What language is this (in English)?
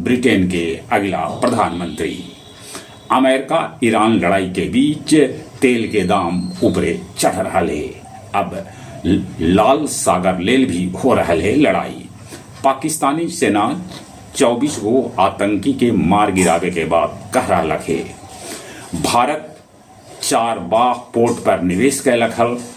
Magahi